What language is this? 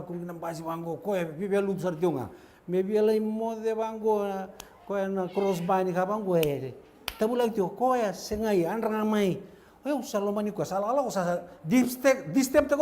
Fijian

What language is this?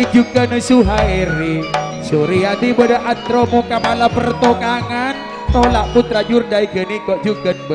Madurese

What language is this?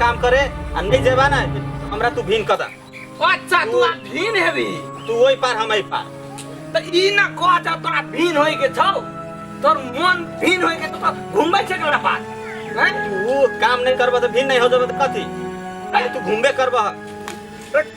Maithili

